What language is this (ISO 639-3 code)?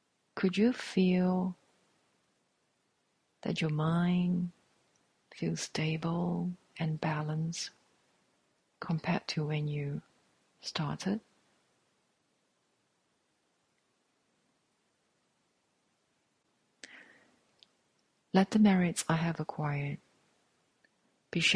eng